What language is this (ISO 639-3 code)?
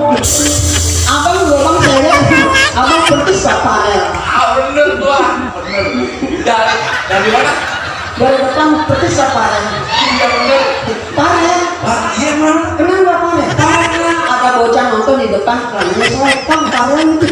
bew